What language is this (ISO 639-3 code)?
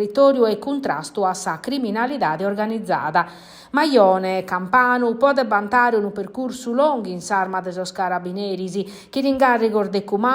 srd